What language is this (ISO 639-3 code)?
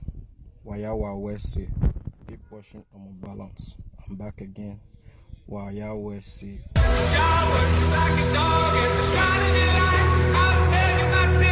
pcm